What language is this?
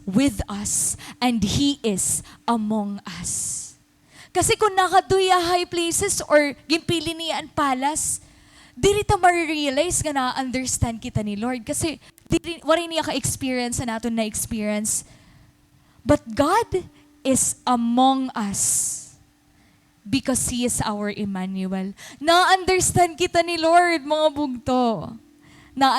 Waray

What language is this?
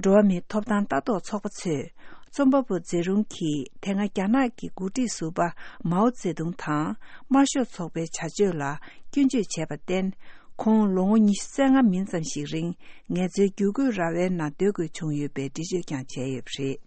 Tibetan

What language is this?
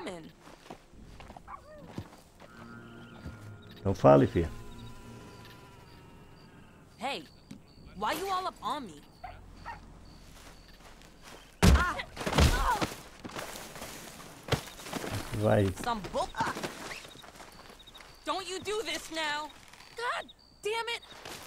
Portuguese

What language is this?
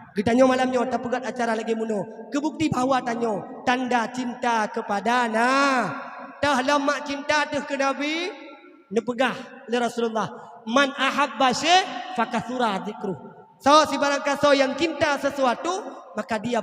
Achinese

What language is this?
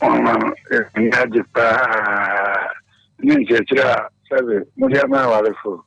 Akan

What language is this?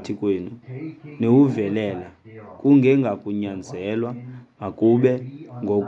Xhosa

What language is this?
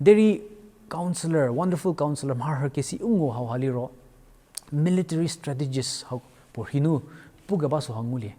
Angami Naga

